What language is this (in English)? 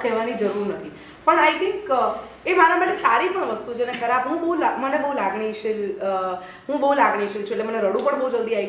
Gujarati